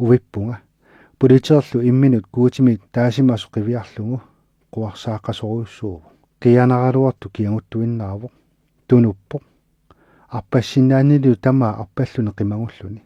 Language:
Kalaallisut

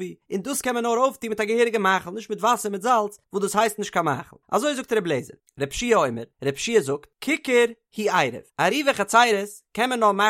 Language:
Yiddish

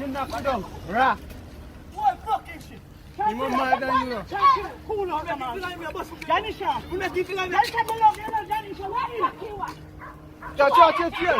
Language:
Jamaican Creole English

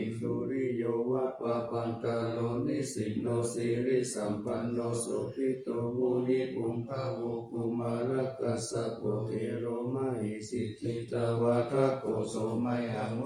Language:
Pali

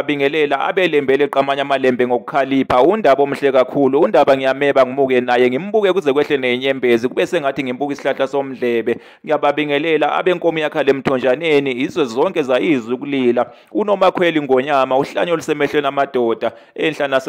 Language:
Zulu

